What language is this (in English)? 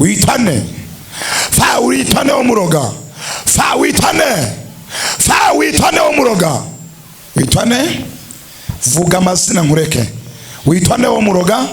Kinyarwanda